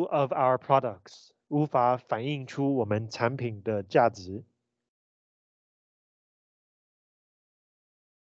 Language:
Chinese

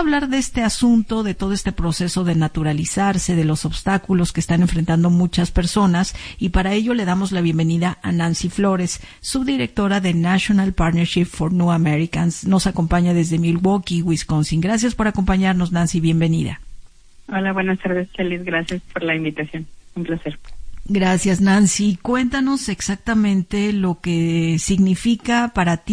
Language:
Spanish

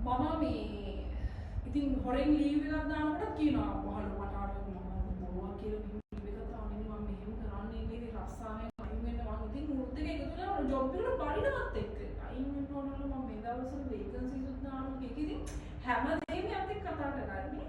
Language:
Sinhala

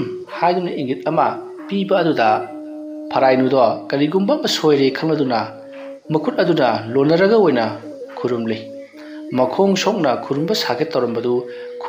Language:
Manipuri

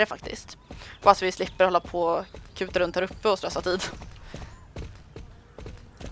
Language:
Swedish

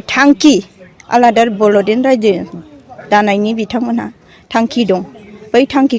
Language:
Bodo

